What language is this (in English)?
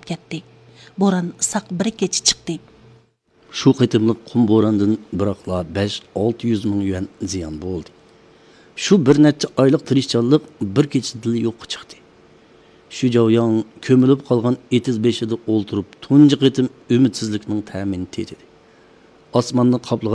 Uyghur